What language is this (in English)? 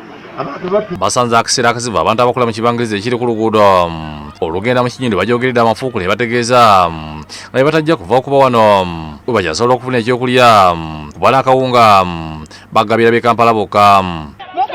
Ganda